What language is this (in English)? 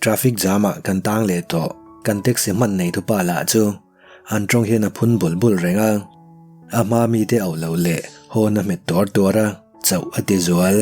Mizo